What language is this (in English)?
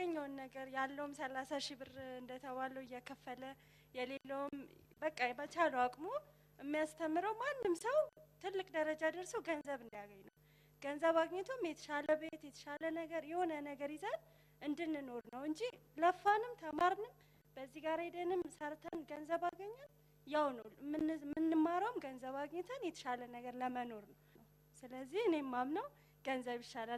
Amharic